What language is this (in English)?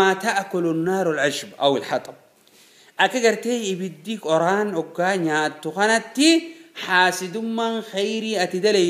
Oromo